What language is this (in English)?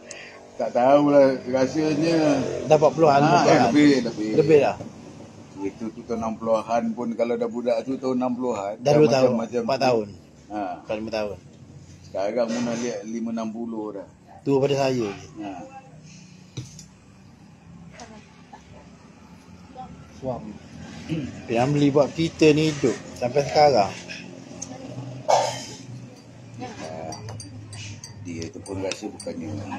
Malay